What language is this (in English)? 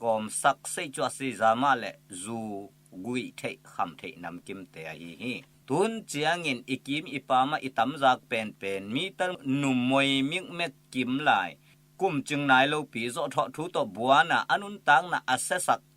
Tedim Chin